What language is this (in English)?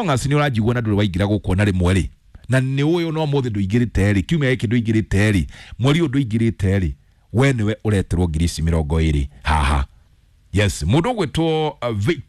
Kikuyu